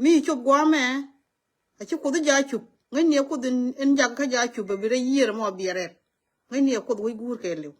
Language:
Nuer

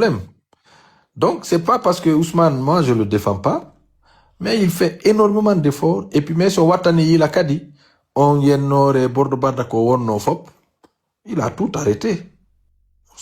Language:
Pular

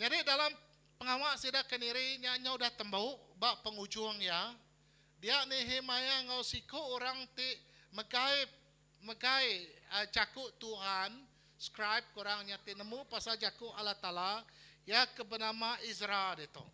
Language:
Iban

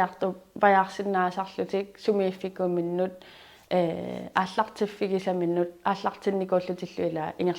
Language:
Kalaallisut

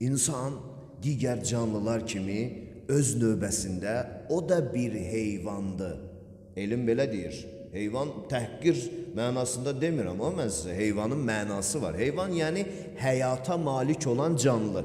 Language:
Azerbaijani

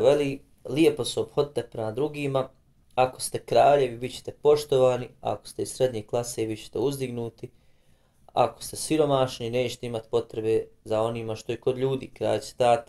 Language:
Bosnian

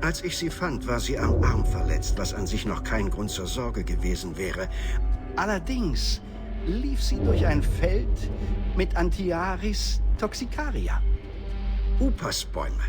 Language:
Bavarian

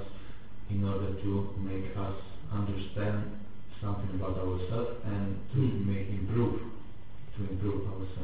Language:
Italian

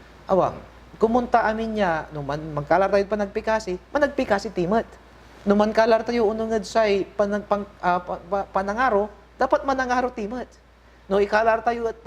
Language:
Pangasinan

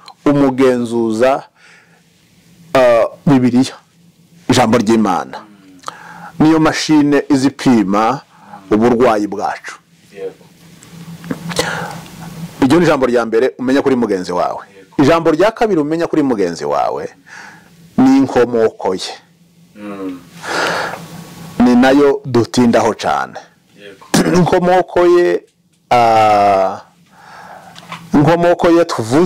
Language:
Kinyarwanda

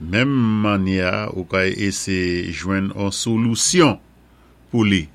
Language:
Saint Lucian Creole French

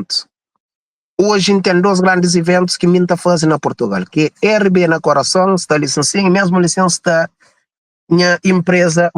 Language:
Kabuverdianu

